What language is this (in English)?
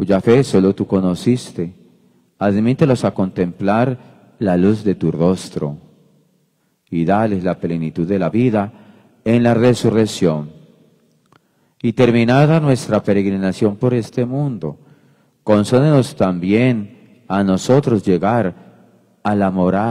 Spanish